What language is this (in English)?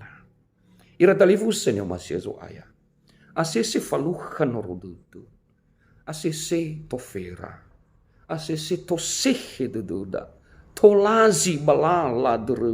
Nias